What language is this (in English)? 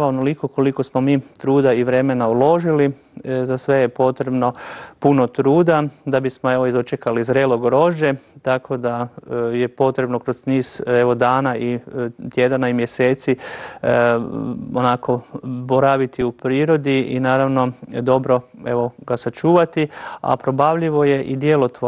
Croatian